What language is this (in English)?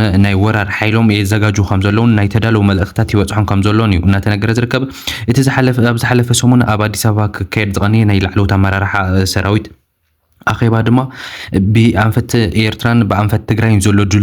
Tigrinya